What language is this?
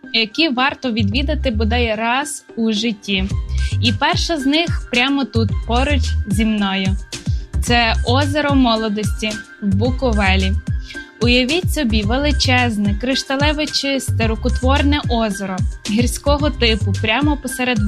Ukrainian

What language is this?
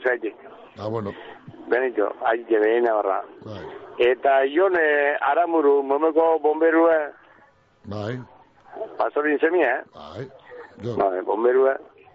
Basque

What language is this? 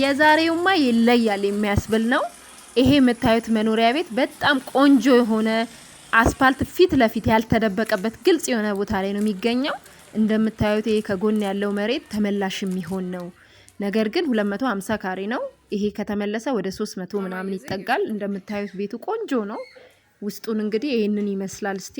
Amharic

